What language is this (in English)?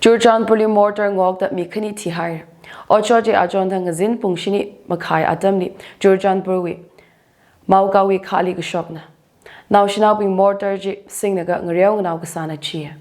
Tangkhul Naga (India)